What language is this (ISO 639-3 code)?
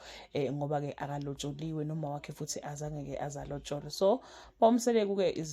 zul